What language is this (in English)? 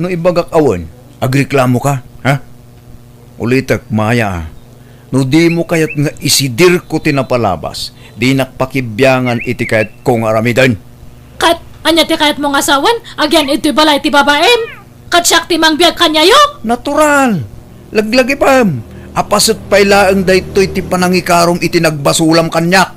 Iloko